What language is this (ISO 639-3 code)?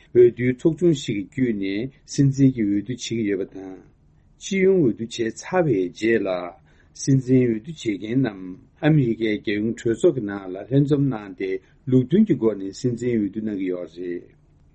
bod